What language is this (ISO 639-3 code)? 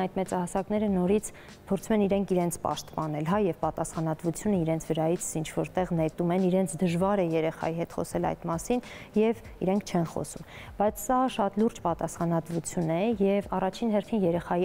hye